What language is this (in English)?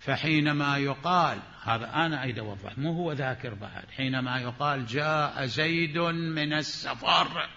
Mesopotamian Arabic